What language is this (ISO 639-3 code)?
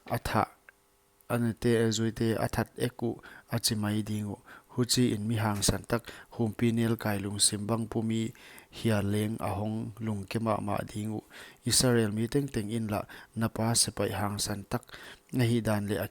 pck